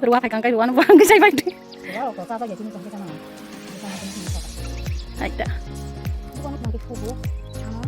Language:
Kok Borok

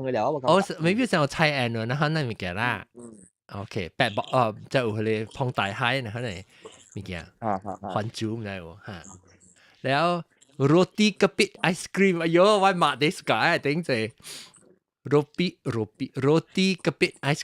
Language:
Min Nan Chinese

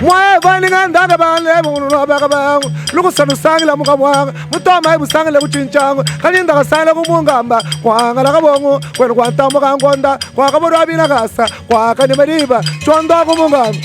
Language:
Luba-Lulua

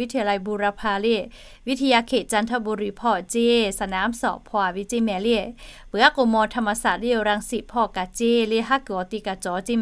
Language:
Lahu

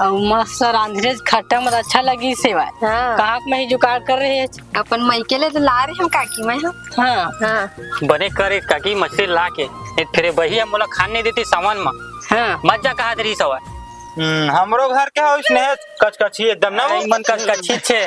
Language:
Chhattisgarhi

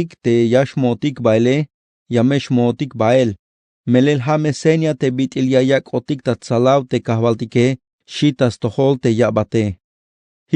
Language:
Tzeltal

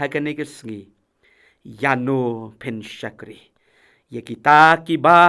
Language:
Khasi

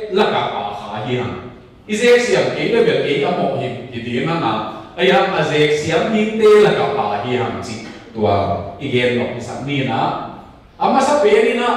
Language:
Tedim Chin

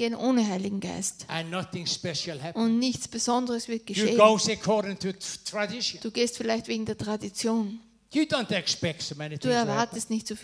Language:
German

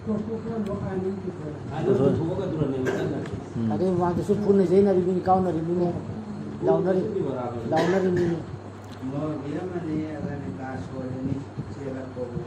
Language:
Manipuri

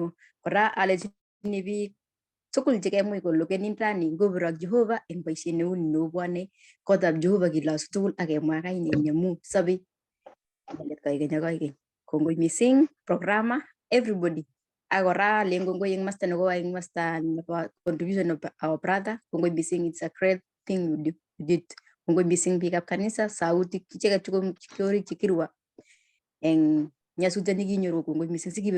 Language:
Kalenjin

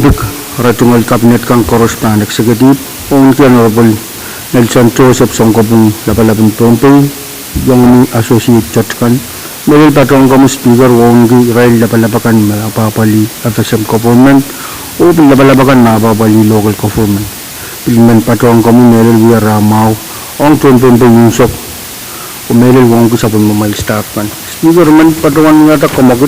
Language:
Pohnpeian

